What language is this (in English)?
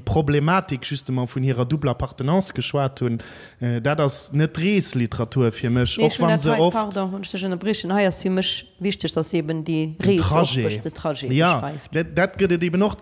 Luxembourgish